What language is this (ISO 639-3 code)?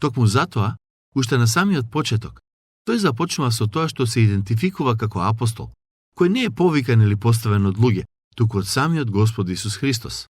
mkd